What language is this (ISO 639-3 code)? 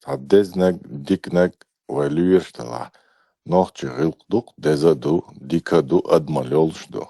che